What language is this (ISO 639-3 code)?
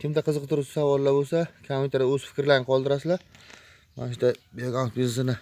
uzb